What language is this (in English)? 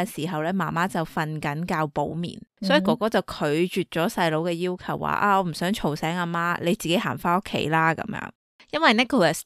Cantonese